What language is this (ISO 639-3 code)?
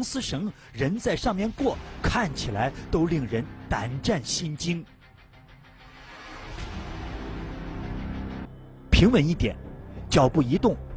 zho